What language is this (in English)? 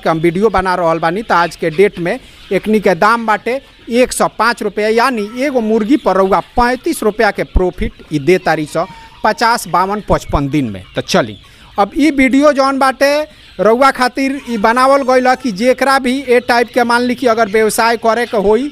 Bhojpuri